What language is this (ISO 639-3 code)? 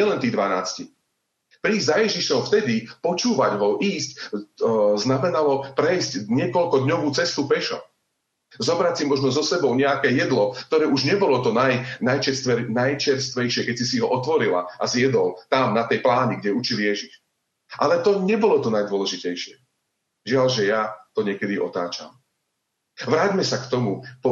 slk